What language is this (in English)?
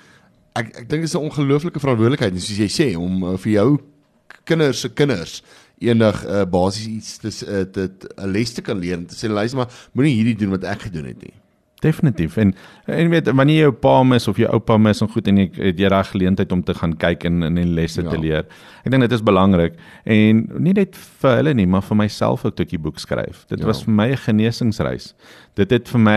Afrikaans